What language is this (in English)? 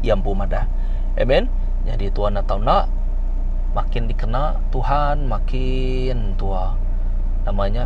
Iban